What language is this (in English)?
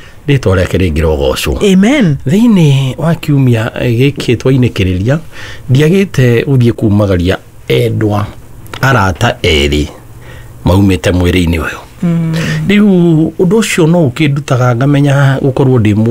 Kikuyu